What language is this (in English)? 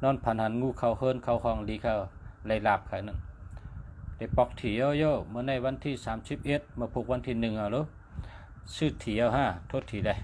Shan